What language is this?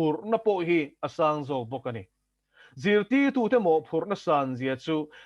Mizo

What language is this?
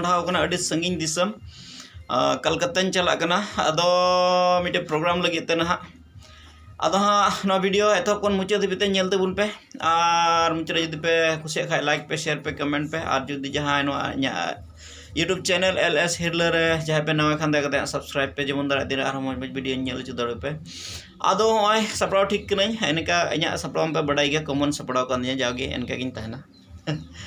Santali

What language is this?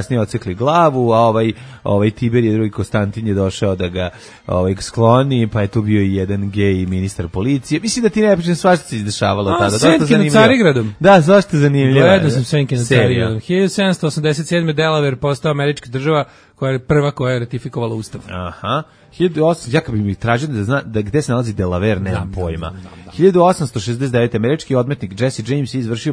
Serbian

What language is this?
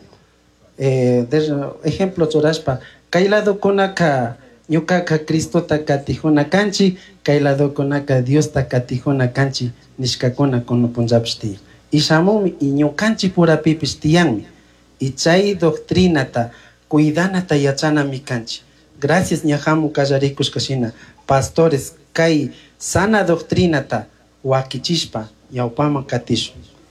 Chimborazo Highland Quichua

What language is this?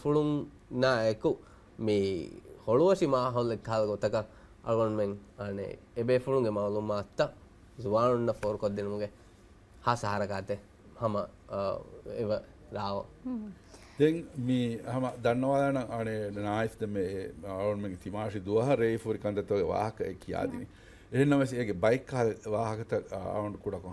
Divehi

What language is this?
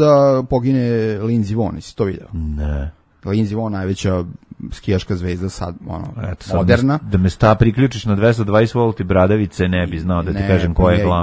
Serbian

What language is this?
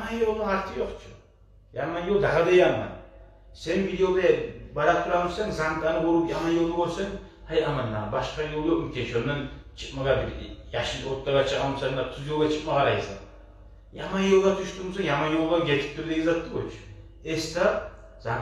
Kumyk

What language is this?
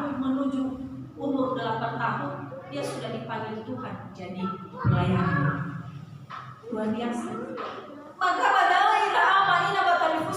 Nias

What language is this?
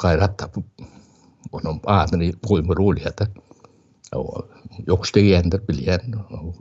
Turkmen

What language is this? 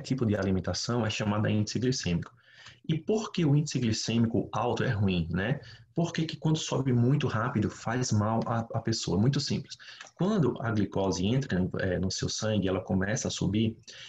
Portuguese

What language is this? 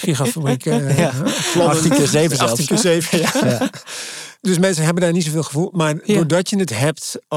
Dutch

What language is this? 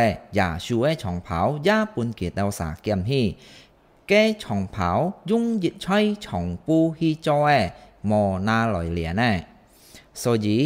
Hakka Chinese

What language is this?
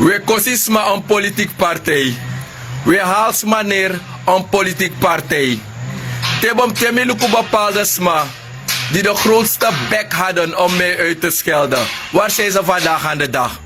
Sranan Tongo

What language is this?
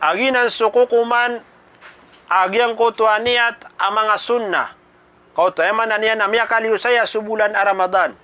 Maranao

